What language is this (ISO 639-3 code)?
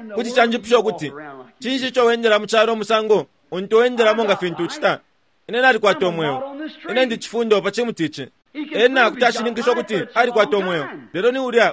bem